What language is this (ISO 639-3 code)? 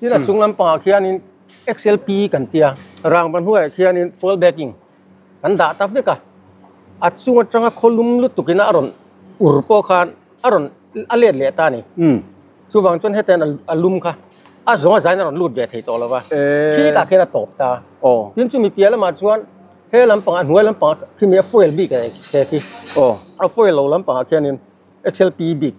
lus